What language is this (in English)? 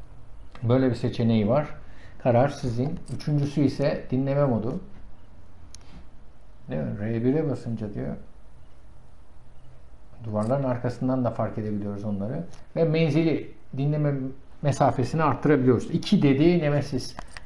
Turkish